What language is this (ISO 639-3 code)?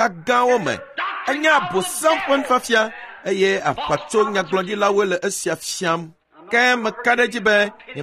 ewe